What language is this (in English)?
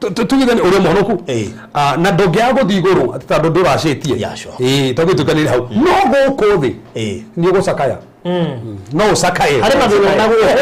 Kikuyu